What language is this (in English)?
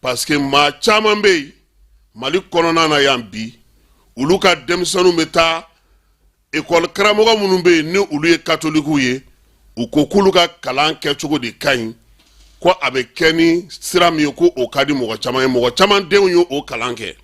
Bambara